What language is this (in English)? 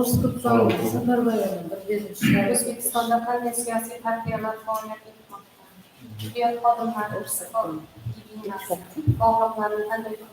Kara-Kalpak